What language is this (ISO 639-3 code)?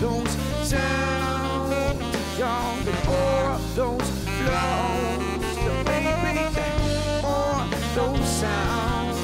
fry